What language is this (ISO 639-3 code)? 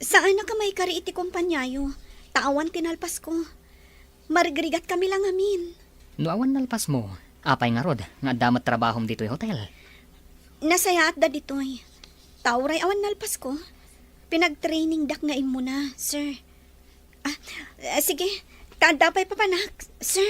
ilo